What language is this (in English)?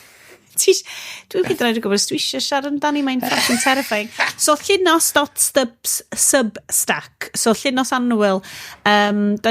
Welsh